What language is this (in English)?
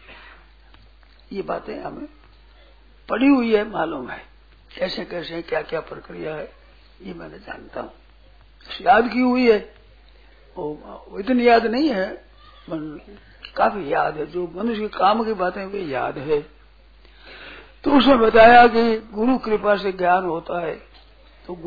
Hindi